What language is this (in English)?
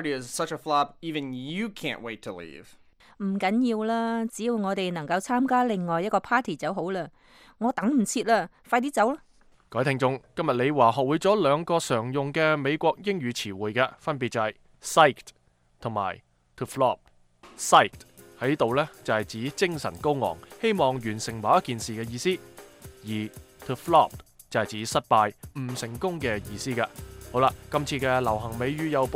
Cantonese